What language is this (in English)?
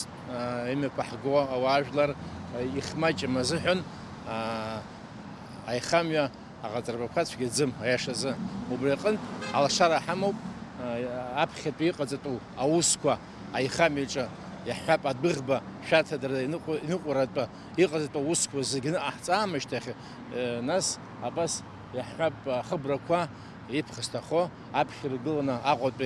Abkhazian